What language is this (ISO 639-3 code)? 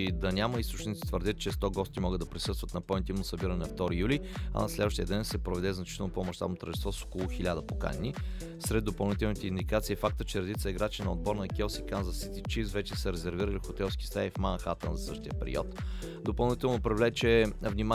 bul